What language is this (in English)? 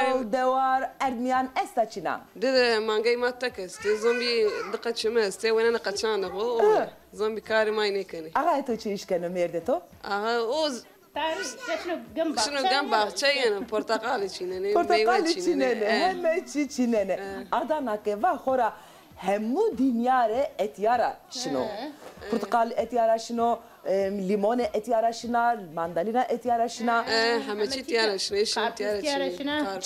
Zaza